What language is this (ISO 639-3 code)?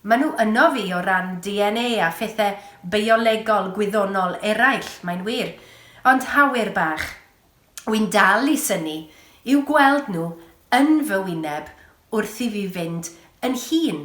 cym